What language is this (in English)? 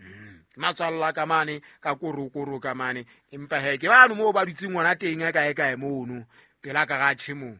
Southern Sotho